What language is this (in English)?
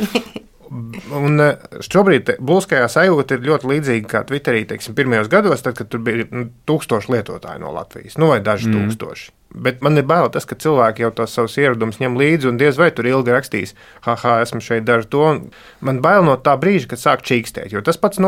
Latvian